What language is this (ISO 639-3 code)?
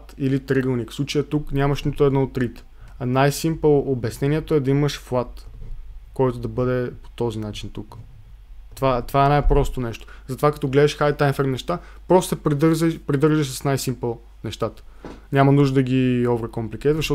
bul